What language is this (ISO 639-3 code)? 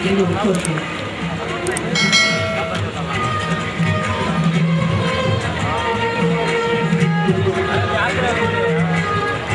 kan